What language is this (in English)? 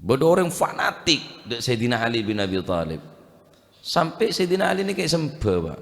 Madurese